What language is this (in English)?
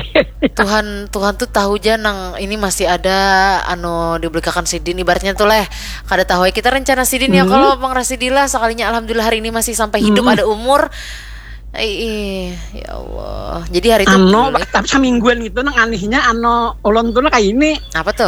Banjar